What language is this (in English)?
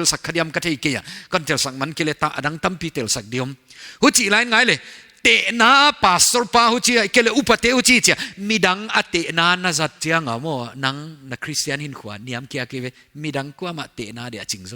Paite Chin